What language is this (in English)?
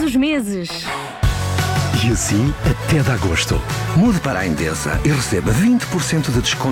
Portuguese